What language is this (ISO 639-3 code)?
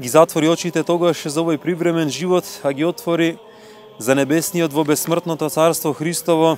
mkd